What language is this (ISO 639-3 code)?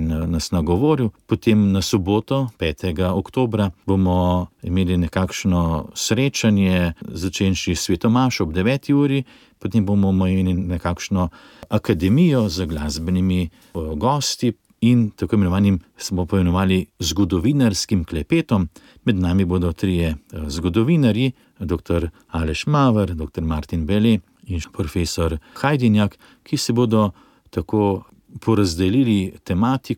slv